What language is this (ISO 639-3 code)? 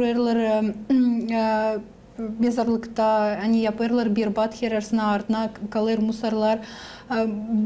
gag